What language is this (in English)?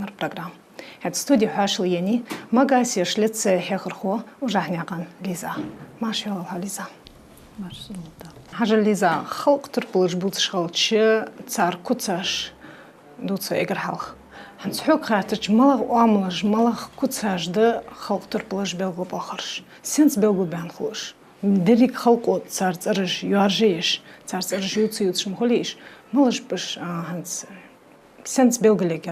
Ingush